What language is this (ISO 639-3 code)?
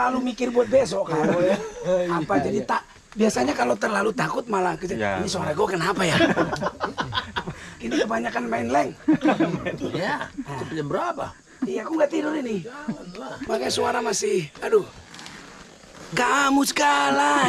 ind